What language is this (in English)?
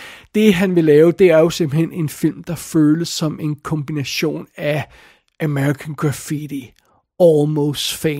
Danish